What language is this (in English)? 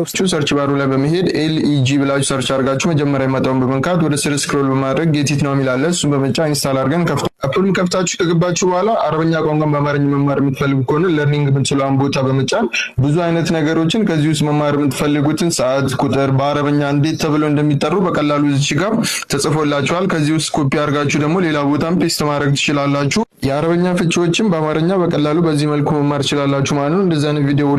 Amharic